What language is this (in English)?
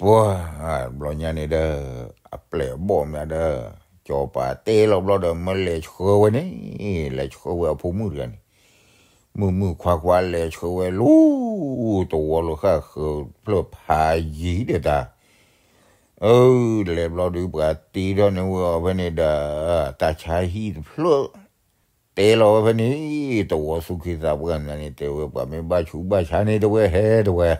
S'gaw Karen